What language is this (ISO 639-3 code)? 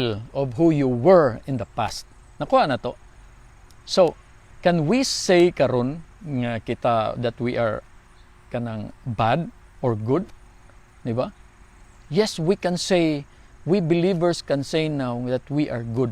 ceb